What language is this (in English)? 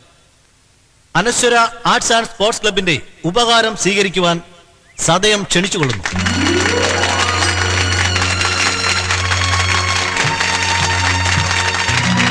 Malayalam